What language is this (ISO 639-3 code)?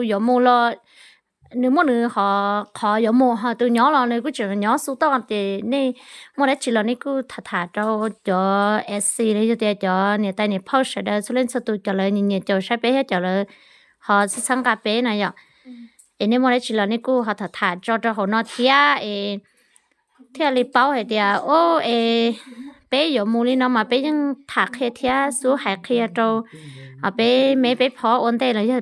hmn